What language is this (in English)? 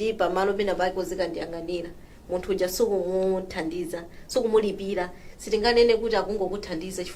Nyanja